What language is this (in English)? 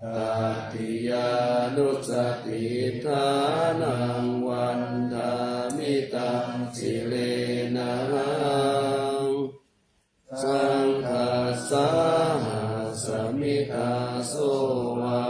Pali